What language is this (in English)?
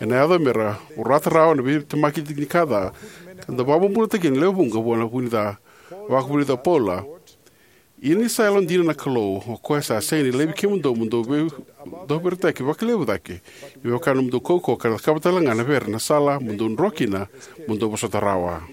Fijian